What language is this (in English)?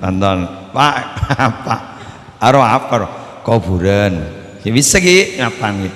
Madurese